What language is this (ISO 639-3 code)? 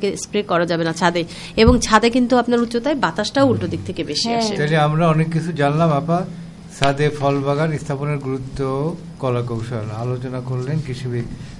ben